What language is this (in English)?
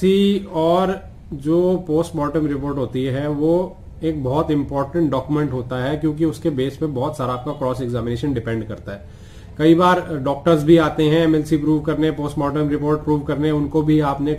Hindi